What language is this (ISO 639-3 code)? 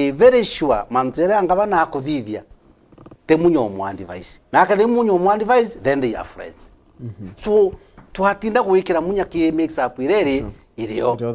mer